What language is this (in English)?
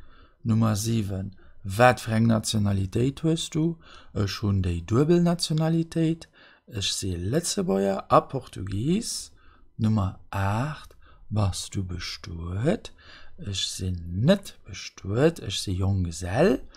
Luxembourgish